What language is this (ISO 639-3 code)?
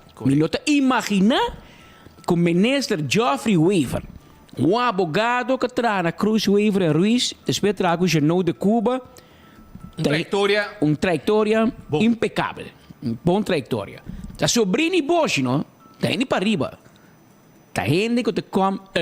pap